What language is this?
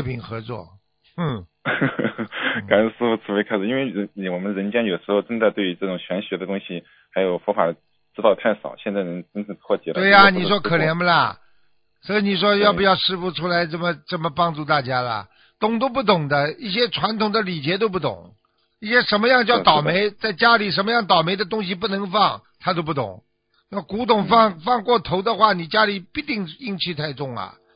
Chinese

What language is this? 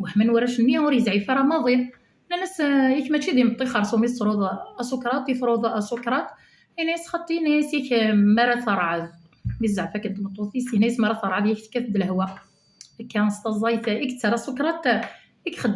Kabyle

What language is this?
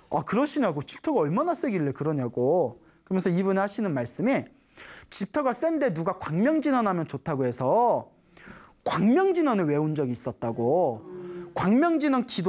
Korean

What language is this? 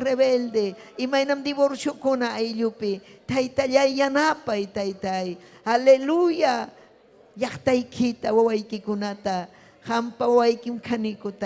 Ayacucho Quechua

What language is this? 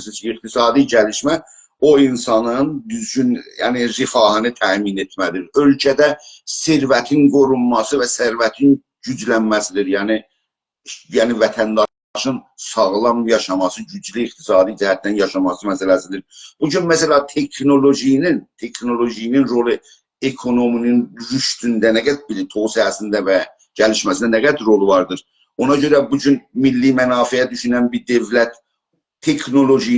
South Azerbaijani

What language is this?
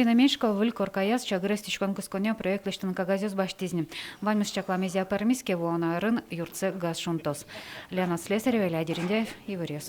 Udmurt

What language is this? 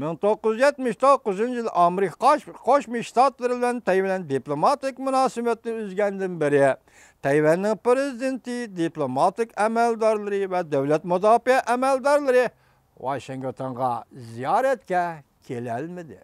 Uyghur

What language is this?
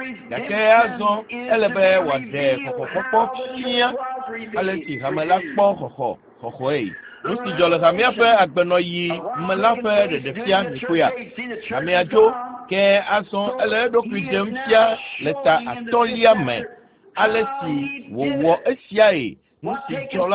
Ewe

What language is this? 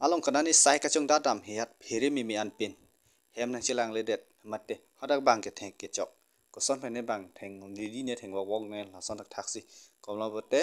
Karbi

